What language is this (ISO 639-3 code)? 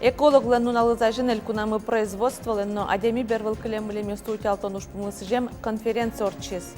udm